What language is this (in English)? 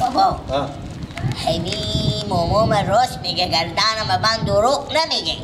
Persian